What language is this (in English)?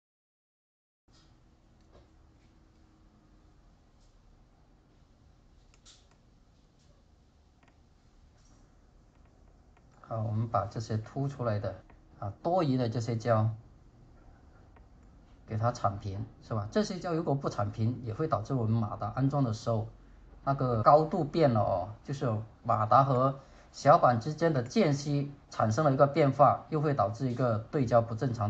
Chinese